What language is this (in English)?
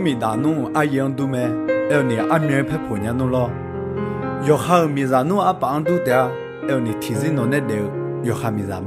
Akha